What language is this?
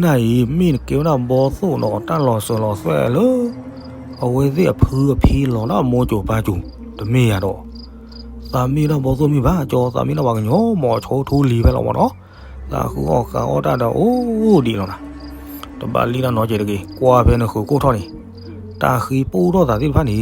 S'gaw Karen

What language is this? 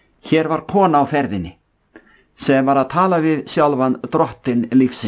Icelandic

